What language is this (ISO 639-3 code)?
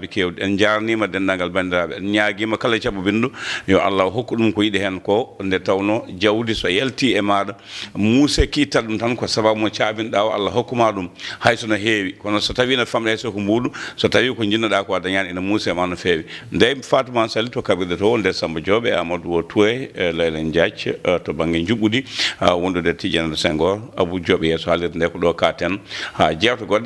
ful